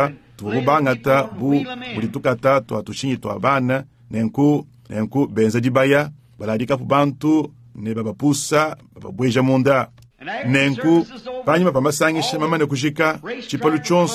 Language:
Luba-Lulua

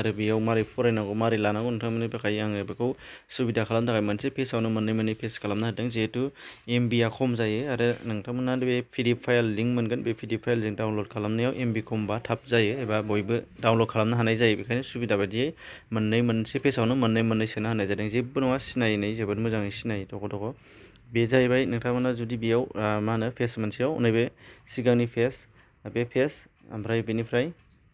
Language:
Bodo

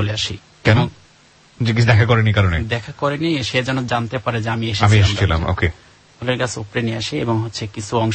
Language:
Bangla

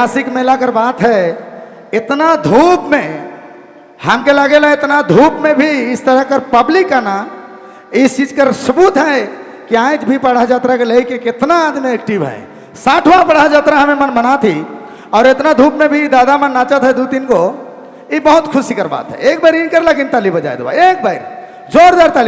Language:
Sadri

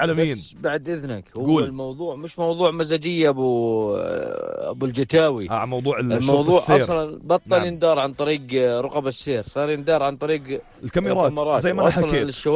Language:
North Levantine Arabic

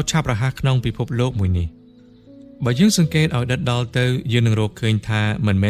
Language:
Khmer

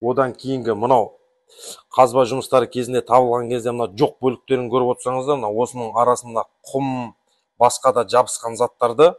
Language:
Kazakh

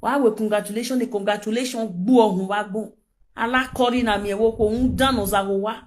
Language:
Nigerian Pidgin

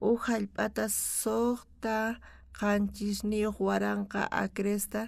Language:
South Bolivian Quechua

